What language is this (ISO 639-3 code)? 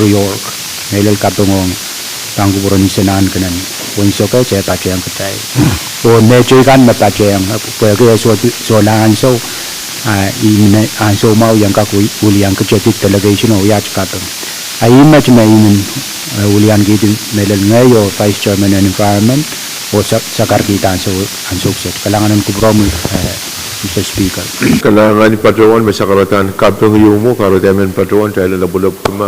pon